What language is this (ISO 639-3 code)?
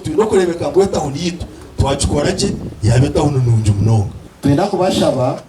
nyn